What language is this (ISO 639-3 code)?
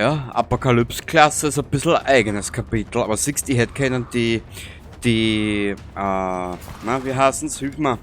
bar